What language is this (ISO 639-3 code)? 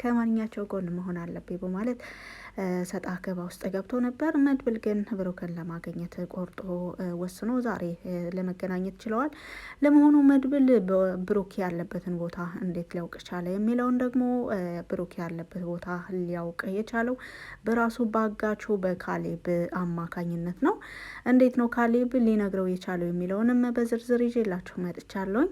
amh